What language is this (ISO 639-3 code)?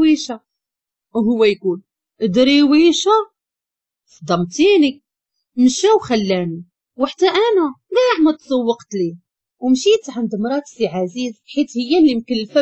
ary